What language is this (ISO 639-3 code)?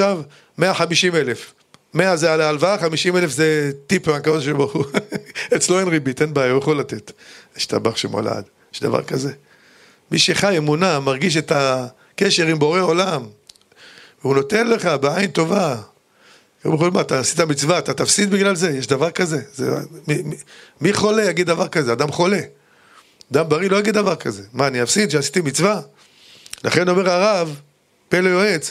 heb